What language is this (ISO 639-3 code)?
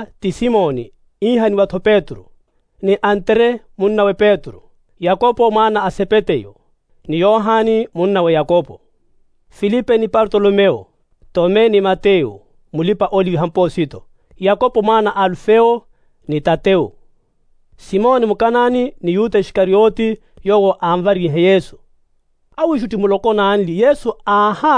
vmw